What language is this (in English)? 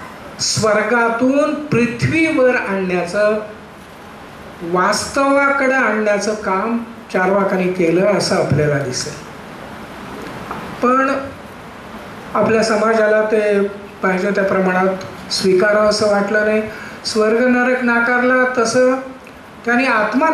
Marathi